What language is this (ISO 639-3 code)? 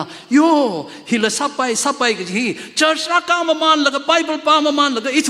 nmf